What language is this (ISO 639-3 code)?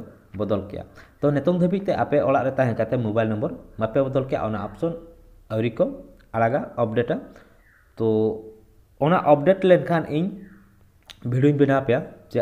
sat